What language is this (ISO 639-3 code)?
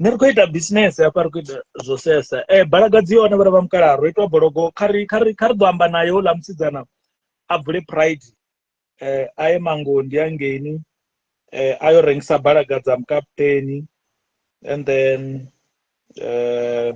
ven